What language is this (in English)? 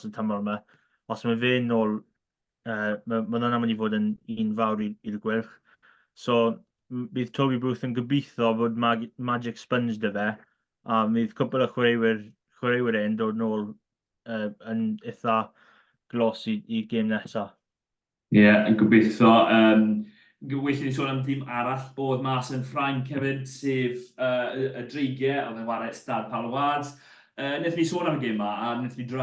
Welsh